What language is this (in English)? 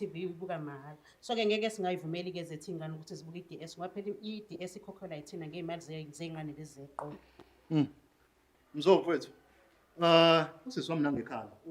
Zulu